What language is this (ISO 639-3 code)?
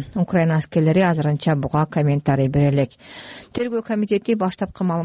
kir